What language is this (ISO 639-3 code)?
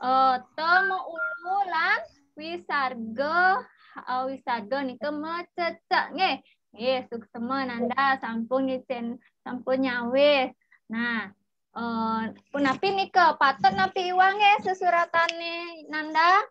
ban